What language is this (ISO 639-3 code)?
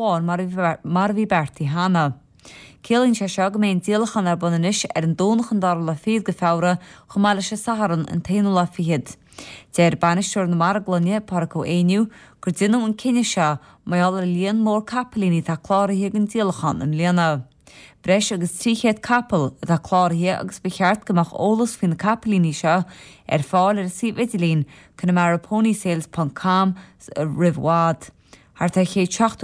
gle